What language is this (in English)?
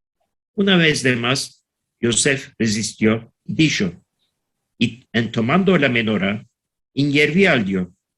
Ladino